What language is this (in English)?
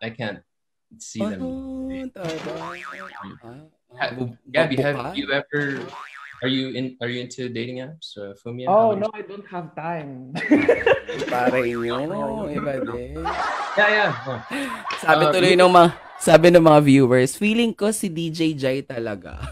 Filipino